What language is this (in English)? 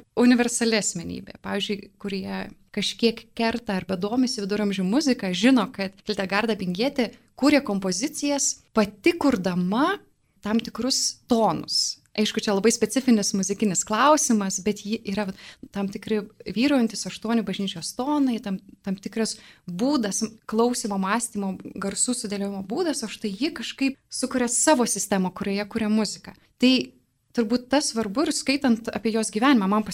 Lithuanian